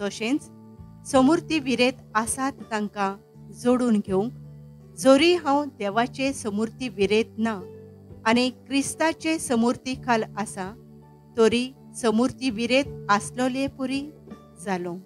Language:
Konkani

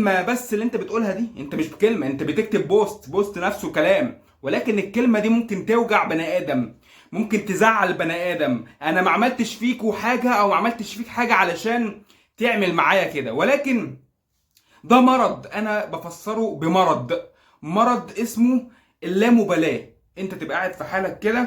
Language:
Egyptian Arabic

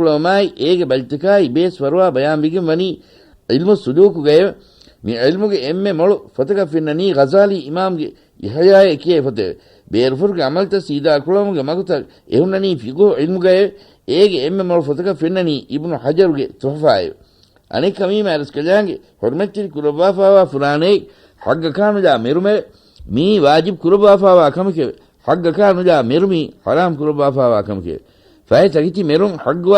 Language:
Divehi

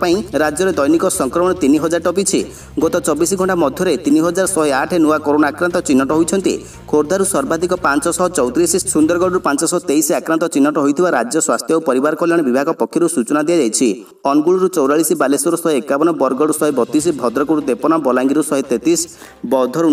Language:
Odia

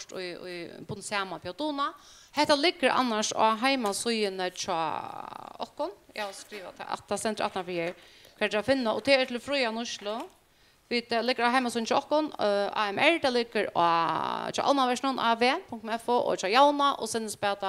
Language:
Faroese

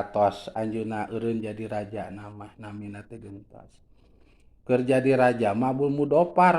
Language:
Sundanese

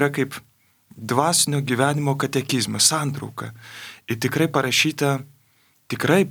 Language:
Lithuanian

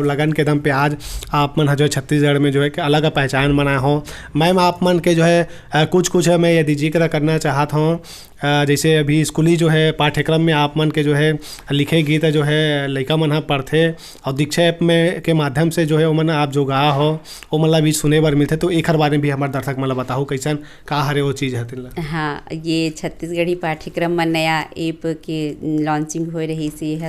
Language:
Chhattisgarhi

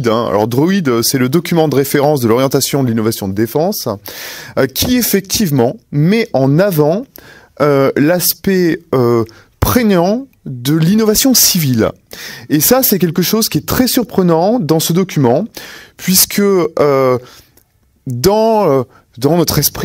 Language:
French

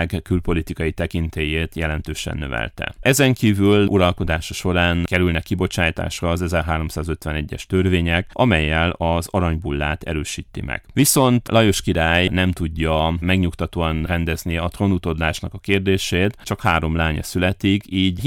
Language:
Hungarian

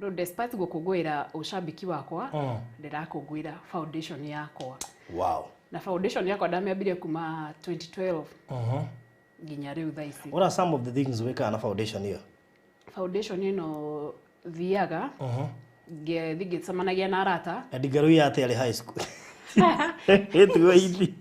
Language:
Kikuyu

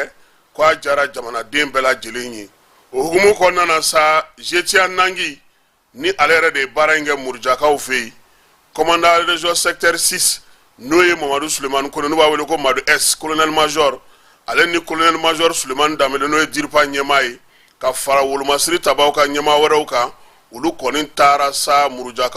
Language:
Bambara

